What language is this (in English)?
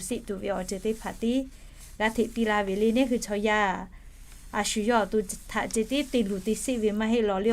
Lahu